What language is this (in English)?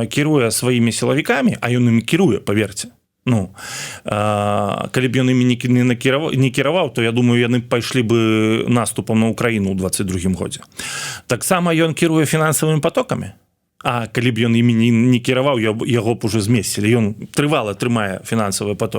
Belarusian